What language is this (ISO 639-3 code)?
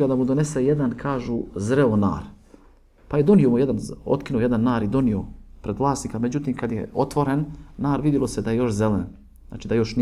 bos